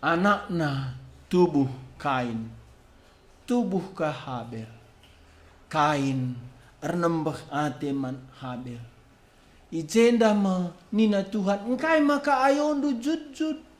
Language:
Batak Karo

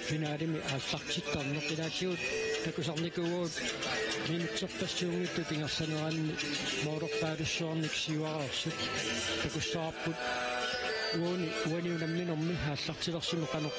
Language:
Kalaallisut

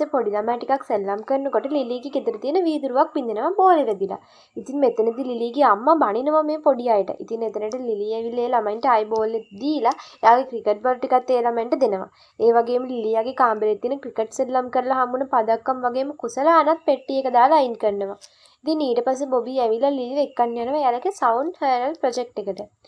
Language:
Sinhala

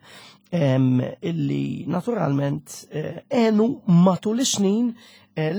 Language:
Maltese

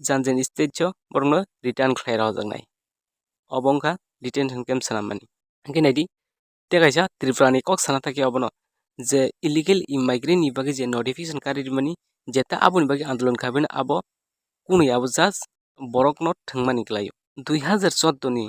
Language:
Kok Borok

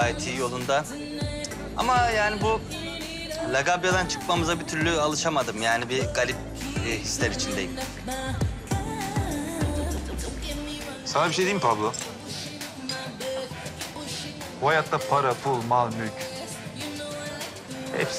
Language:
Turkish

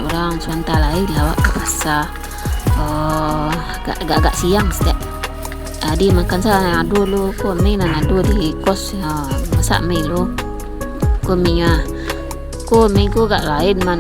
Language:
Minangkabau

